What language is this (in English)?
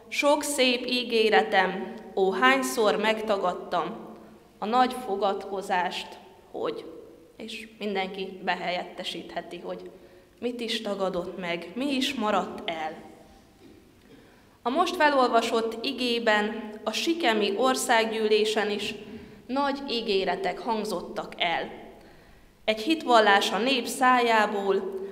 Hungarian